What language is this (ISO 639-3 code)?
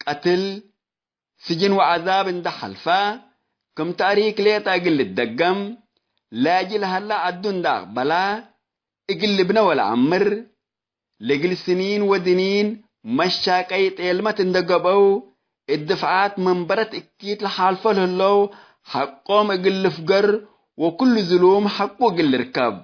tig